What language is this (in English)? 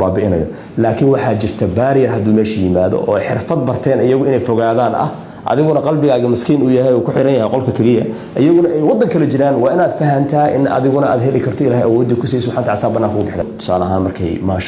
Somali